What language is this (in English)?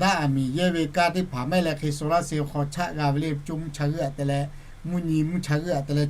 Lahu